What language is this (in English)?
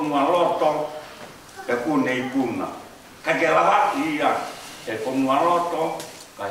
Tongan